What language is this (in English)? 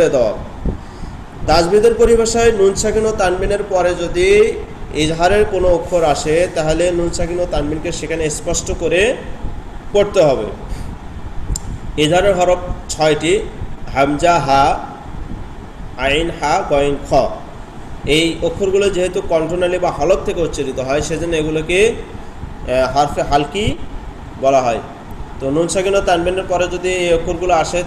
Bangla